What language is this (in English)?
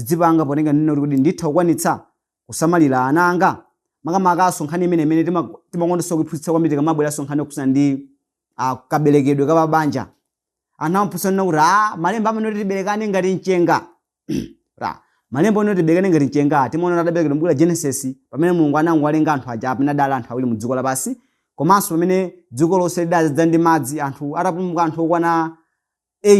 Nyanja